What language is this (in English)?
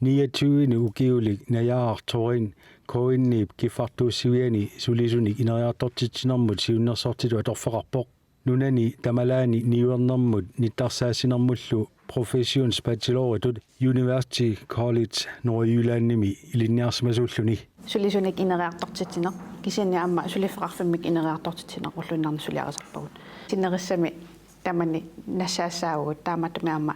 Kalaallisut